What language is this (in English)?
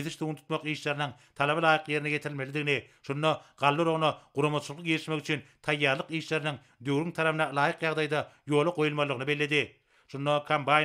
Turkmen